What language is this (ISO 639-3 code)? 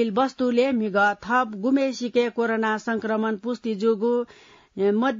new